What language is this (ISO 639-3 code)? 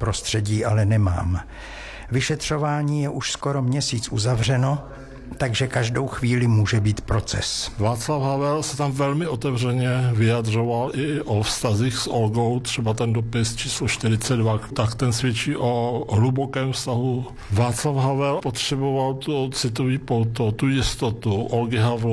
ces